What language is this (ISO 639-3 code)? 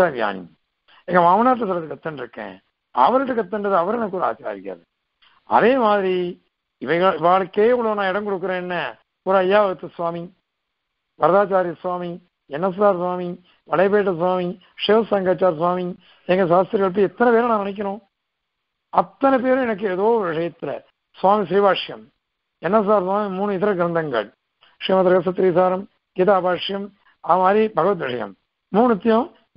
tam